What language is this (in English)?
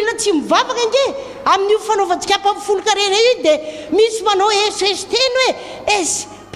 Malagasy